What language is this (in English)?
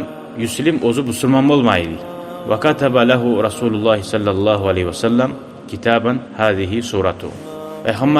Kumyk